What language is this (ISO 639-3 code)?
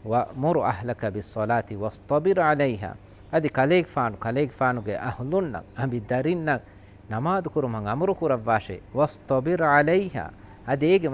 div